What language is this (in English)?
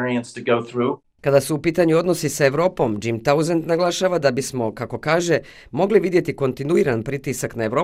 Bosnian